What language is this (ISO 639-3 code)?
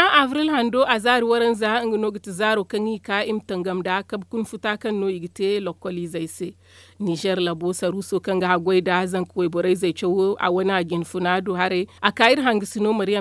dje